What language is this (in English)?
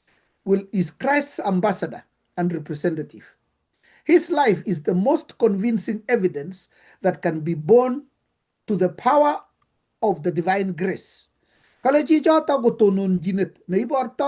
Kalenjin